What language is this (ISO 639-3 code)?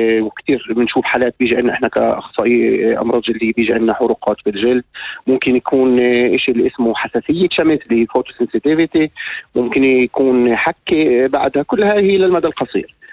apc